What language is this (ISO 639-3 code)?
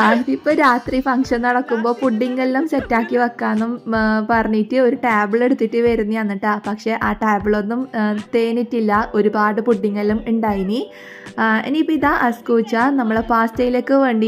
mal